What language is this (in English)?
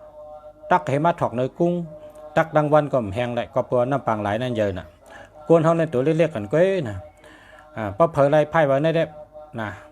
Shan